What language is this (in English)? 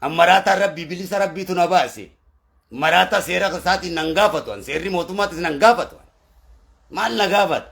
Oromo